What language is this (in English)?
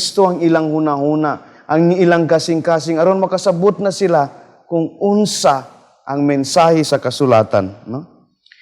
Cebuano